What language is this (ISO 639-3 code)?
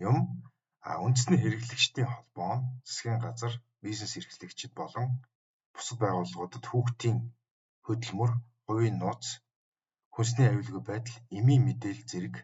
mon